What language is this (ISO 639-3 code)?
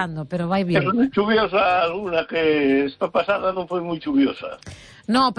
glg